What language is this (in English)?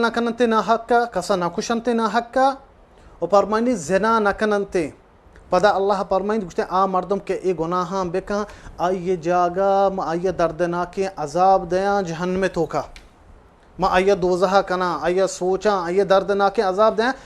Baluchi